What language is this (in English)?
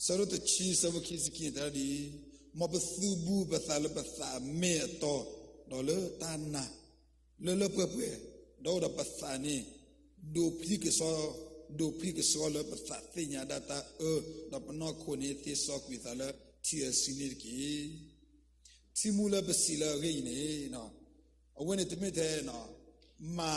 S'gaw Karen